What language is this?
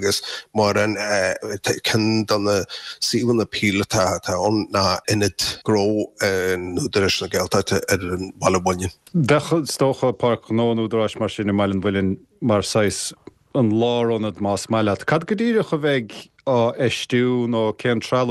Irish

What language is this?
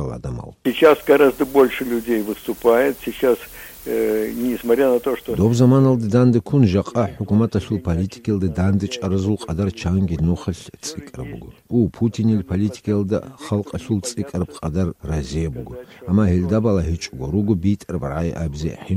Avaric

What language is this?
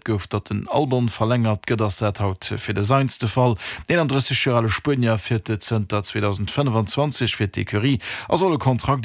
Luxembourgish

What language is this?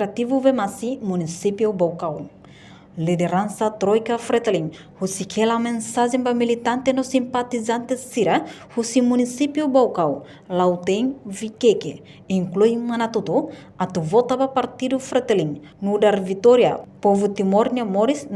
Tetum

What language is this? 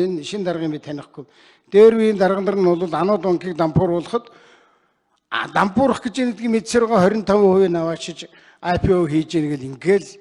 Mongolian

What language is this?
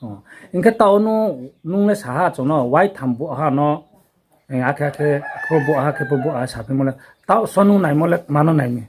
Riang (India)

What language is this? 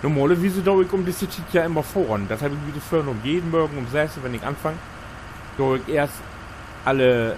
Low German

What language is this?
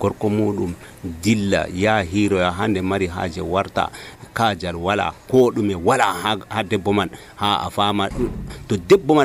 Nigerian Fulfulde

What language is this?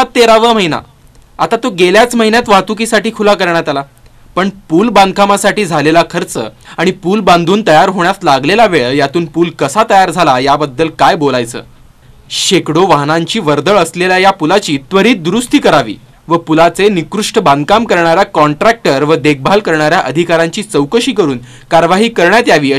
Marathi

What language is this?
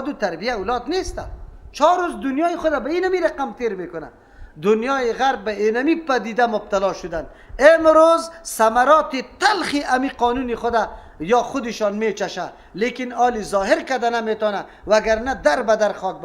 Persian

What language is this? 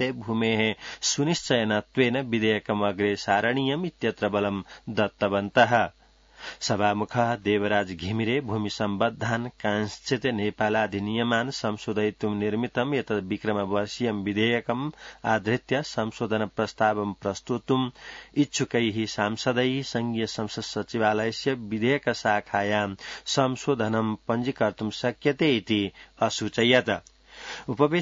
Sanskrit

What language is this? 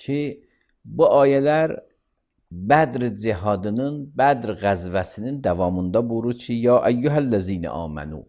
Azerbaijani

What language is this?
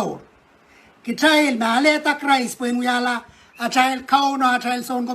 Pohnpeian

